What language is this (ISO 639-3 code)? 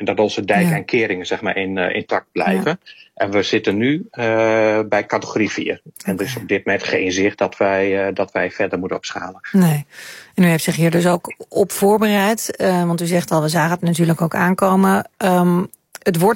nld